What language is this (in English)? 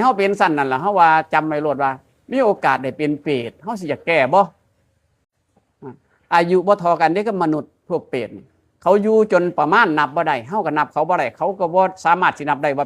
Northeastern Thai